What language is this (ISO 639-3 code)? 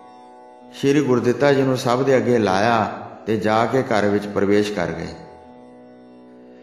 pan